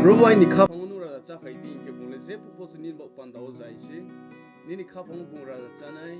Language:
Riang (India)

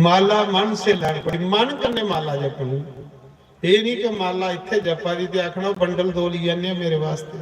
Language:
Dogri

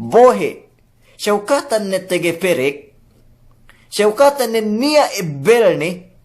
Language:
Yakan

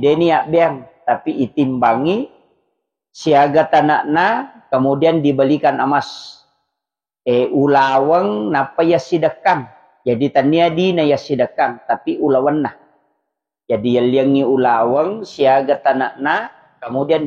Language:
Buginese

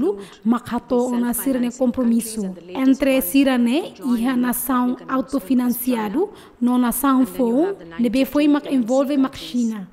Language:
Tetum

